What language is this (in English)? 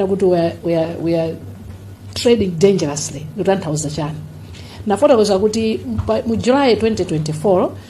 Nyanja